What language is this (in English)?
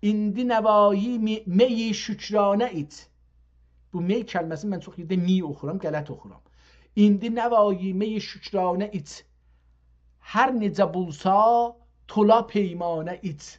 South Azerbaijani